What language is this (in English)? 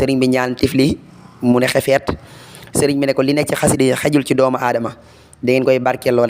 Wolof